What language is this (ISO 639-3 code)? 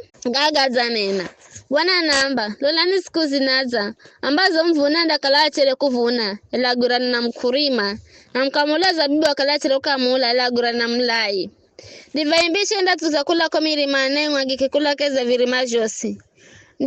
nyf